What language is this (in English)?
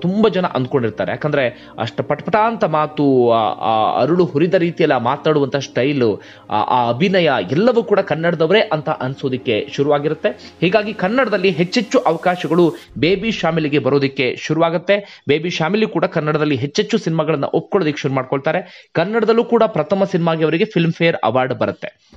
Kannada